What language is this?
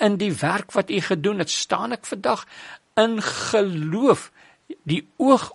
Afrikaans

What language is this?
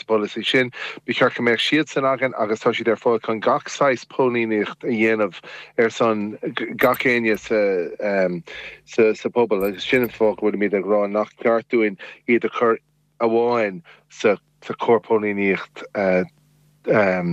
Irish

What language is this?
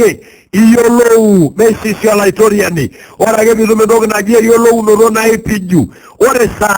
Masai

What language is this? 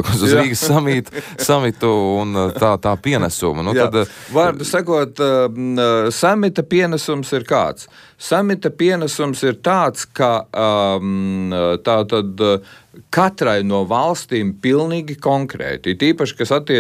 Latvian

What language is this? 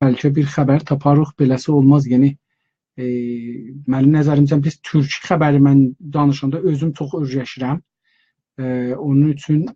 South Azerbaijani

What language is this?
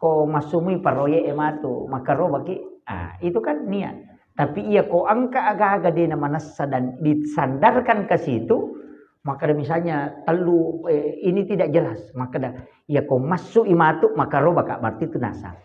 Buginese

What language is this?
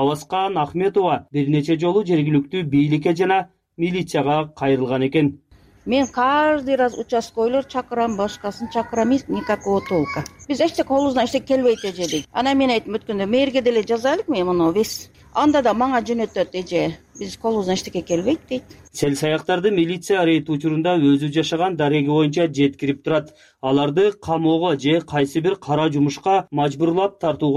Kyrgyz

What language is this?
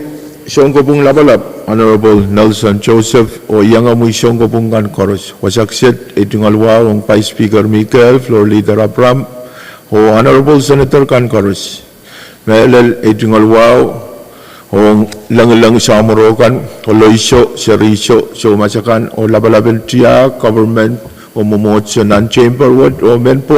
Pohnpeian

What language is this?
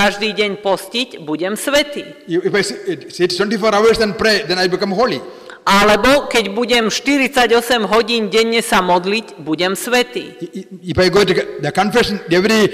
Slovak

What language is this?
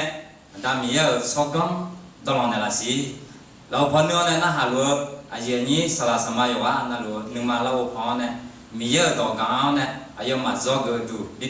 Akha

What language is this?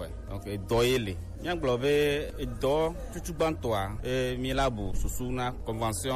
Gen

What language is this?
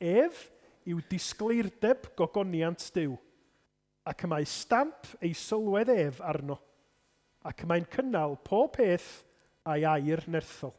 Welsh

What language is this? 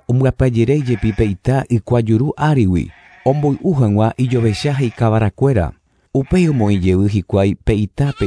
Guarani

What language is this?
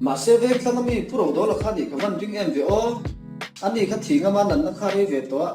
Mizo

